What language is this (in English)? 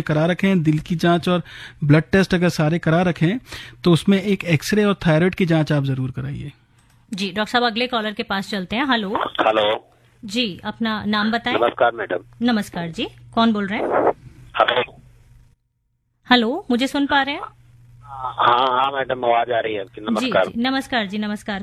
Hindi